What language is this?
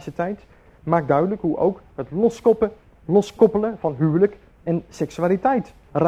Dutch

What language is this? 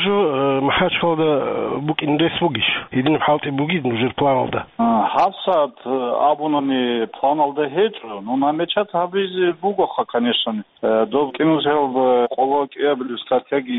Avaric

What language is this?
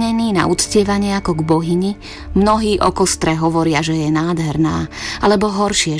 Slovak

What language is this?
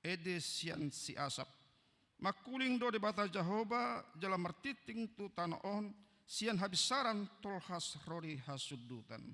Batak Toba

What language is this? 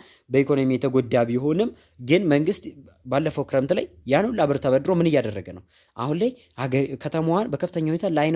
Amharic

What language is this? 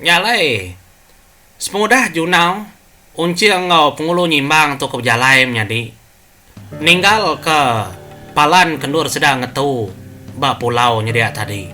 Iban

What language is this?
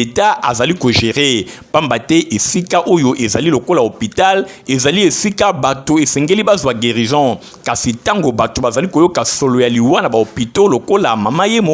Lingala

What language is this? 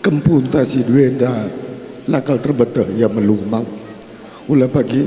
Batak Karo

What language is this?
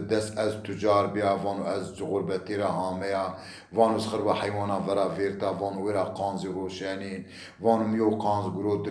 Zaza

